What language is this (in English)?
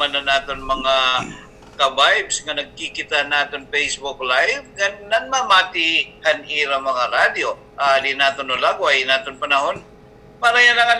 Waray